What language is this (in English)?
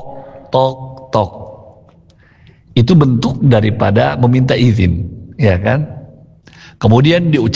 Indonesian